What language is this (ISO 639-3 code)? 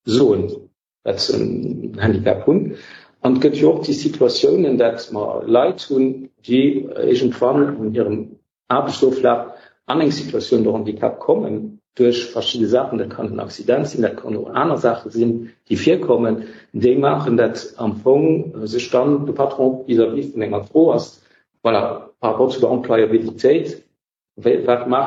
ltz